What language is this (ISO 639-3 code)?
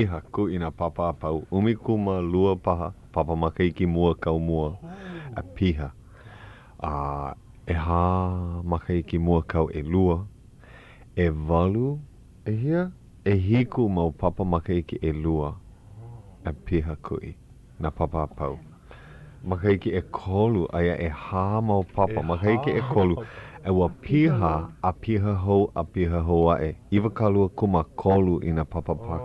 haw